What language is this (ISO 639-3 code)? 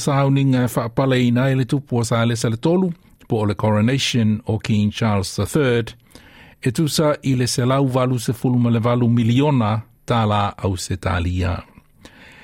smo